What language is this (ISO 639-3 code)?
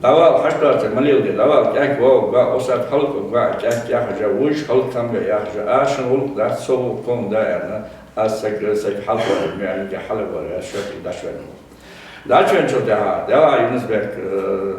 inh